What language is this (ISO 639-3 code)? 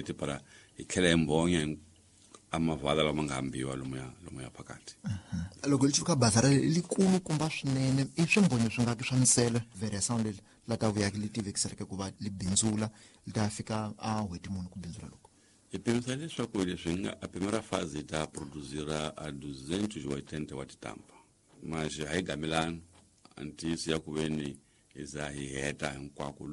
tso